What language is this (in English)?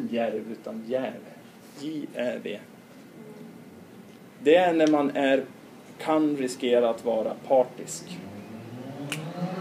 Swedish